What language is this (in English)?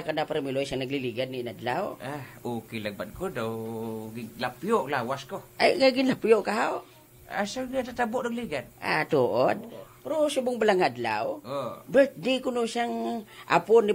Hiligaynon